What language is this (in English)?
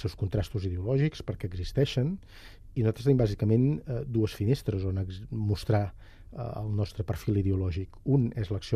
Catalan